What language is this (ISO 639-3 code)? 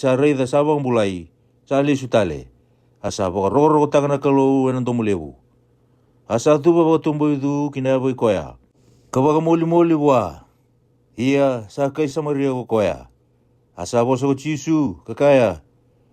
fij